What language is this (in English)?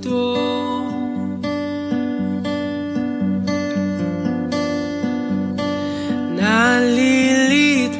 Filipino